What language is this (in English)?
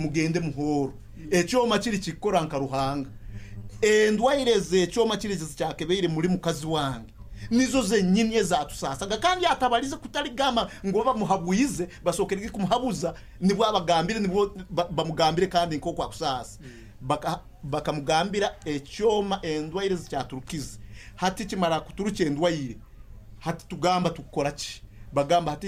Nyoro